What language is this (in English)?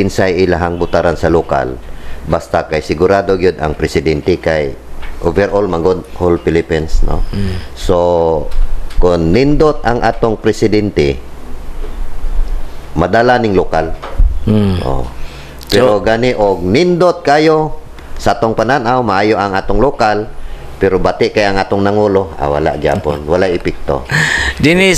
Cebuano